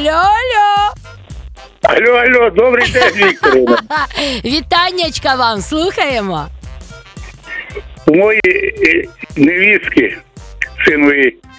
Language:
Ukrainian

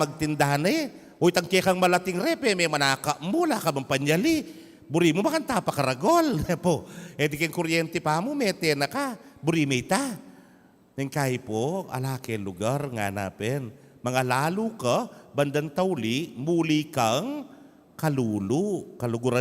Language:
Pampanga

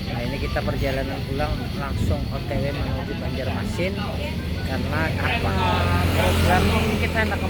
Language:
Banjar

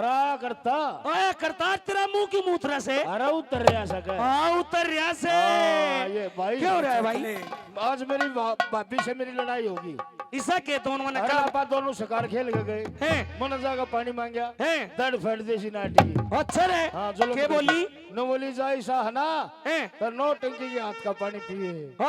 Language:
Haryanvi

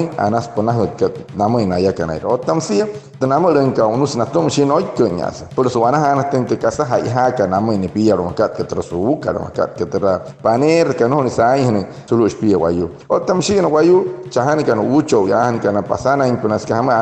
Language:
Wayuu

